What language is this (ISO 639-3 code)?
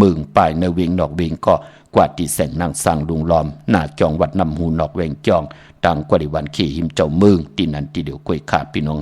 shn